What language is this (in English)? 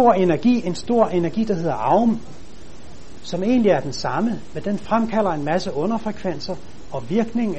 Danish